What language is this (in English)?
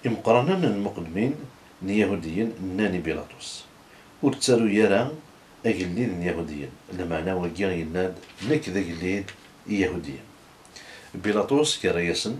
Kabyle